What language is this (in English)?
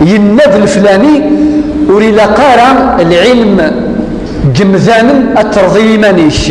Kabyle